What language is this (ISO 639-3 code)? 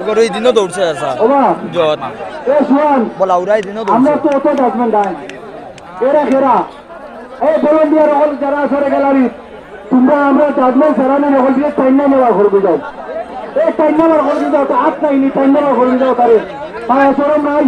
syl